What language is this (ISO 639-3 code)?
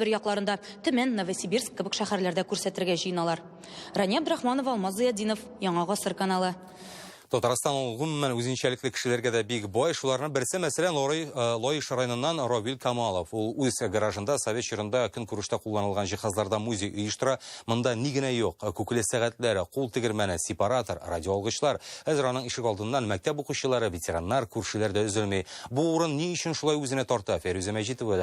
tat